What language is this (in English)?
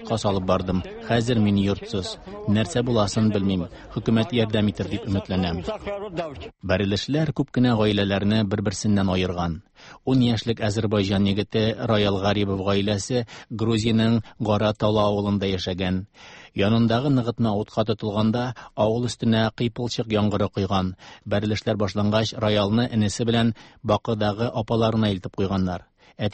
Tatar